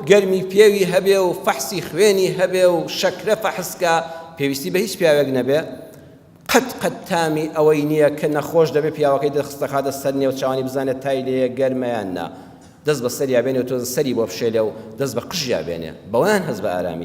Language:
Central Kurdish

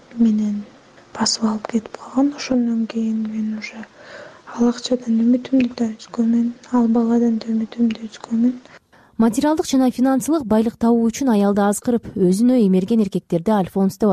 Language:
Kyrgyz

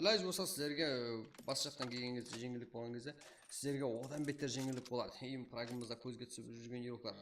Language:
Kara-Kalpak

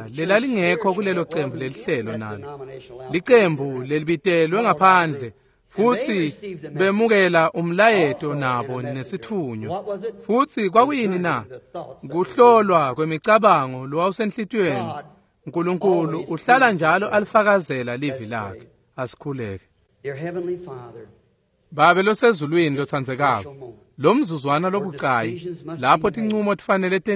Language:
Swati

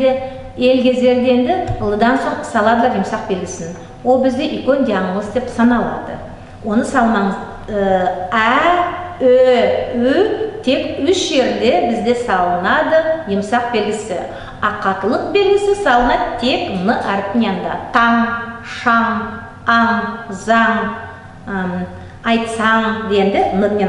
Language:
Nogai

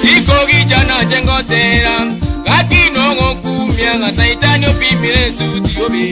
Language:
Gusii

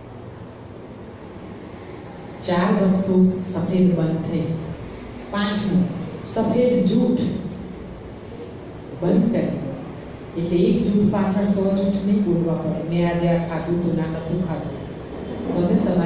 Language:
Gujarati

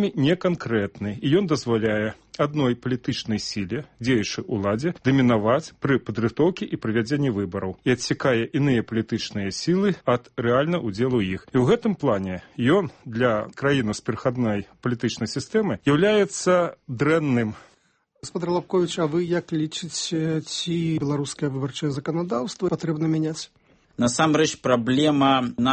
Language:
Belarusian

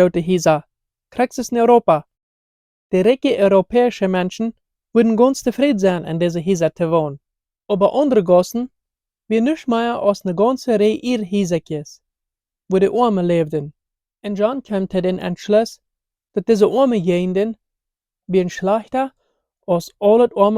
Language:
Plautdietsch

